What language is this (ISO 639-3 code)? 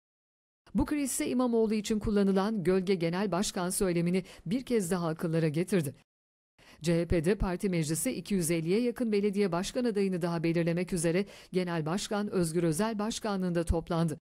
tur